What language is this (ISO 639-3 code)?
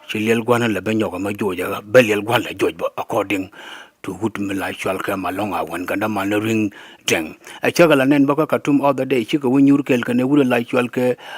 nus